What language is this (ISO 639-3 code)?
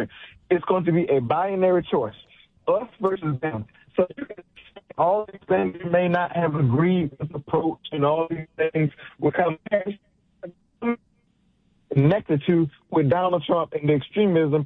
eng